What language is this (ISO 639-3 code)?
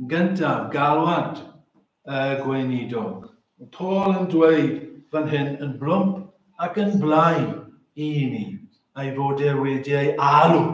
cym